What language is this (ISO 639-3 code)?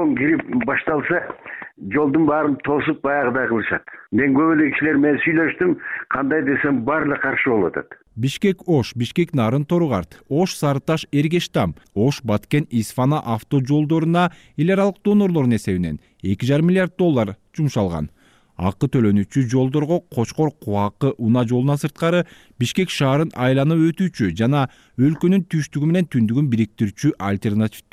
kir